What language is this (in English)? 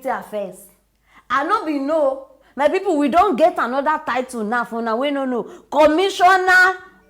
Nigerian Pidgin